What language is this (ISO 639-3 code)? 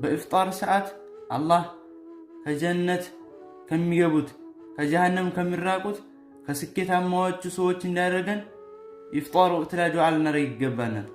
amh